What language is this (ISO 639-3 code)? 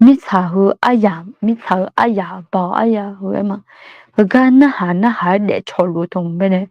ahk